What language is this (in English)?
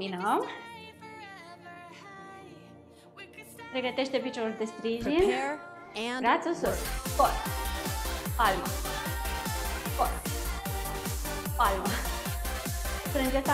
Romanian